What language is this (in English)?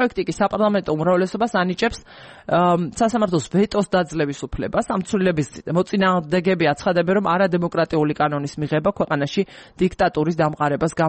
Georgian